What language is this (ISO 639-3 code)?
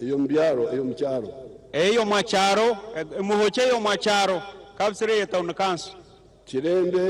nyn